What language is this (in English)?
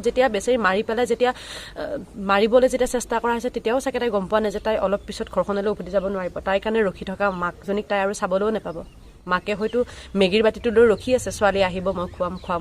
Assamese